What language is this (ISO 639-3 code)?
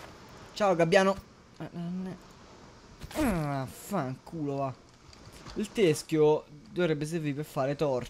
ita